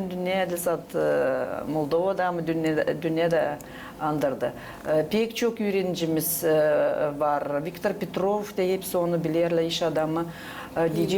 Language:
Gagauz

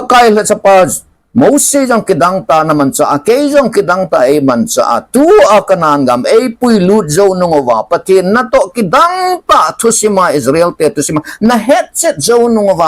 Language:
Thado Chin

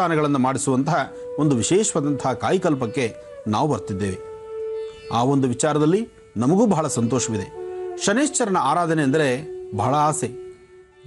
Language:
Kannada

